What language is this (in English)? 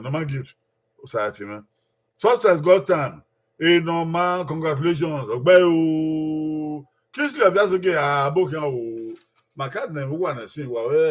Bini